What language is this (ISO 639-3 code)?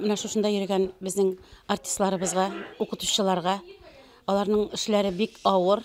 bak